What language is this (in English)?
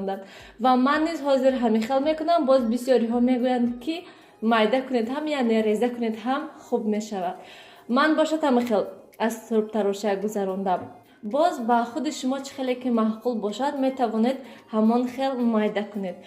Tajik